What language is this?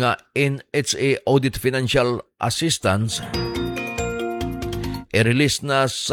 Filipino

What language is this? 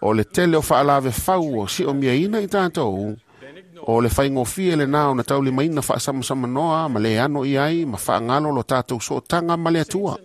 Samoan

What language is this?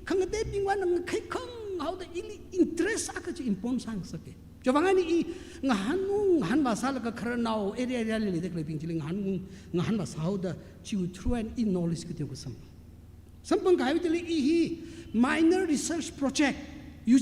Tangkhul Naga (India)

